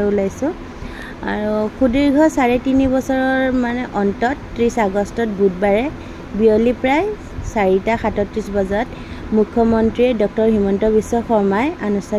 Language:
Assamese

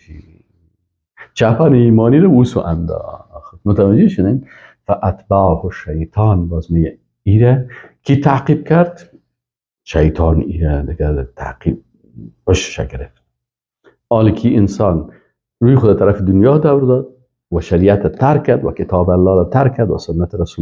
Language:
Persian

